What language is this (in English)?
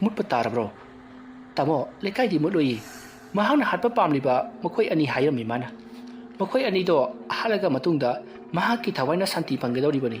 Manipuri